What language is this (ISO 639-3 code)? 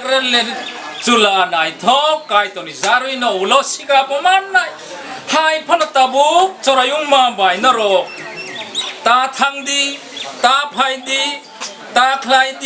trp